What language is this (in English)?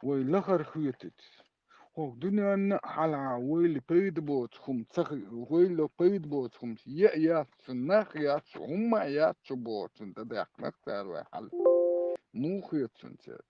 Chechen